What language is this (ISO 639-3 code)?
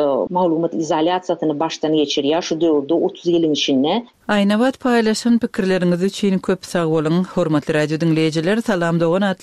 tuk